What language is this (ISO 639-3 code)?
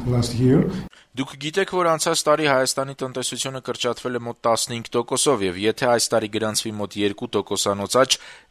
hye